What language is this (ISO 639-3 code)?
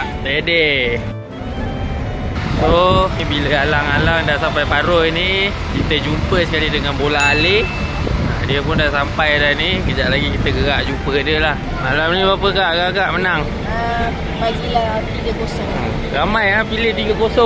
msa